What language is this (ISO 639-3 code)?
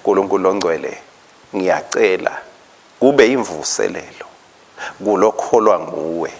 ssw